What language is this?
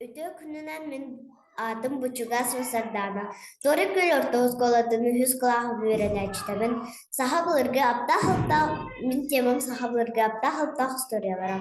Yakut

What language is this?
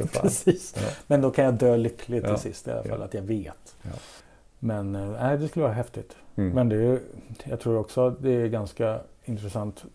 Swedish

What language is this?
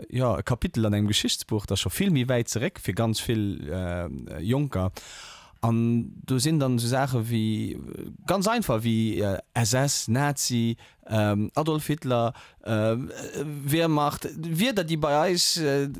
Luxembourgish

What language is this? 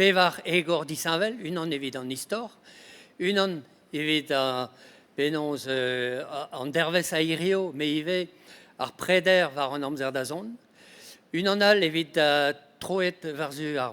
Breton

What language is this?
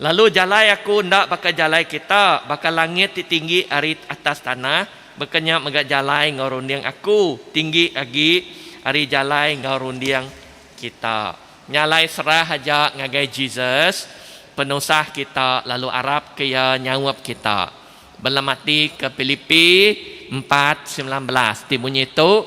Iban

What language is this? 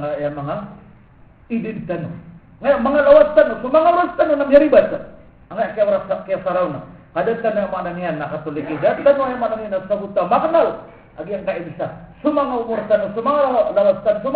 Maranao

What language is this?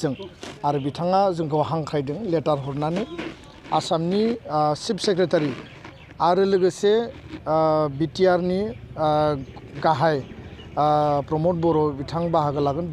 Bodo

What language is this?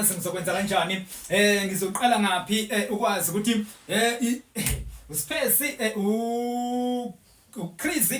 Zulu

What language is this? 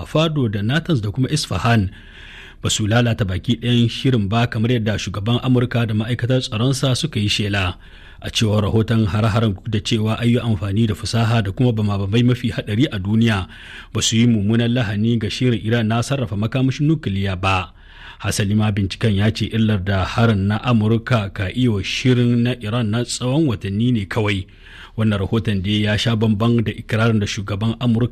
Hausa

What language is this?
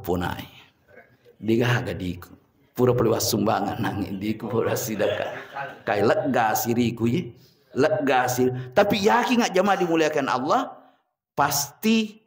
Buginese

